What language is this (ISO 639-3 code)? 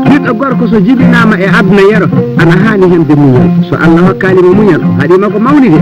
ful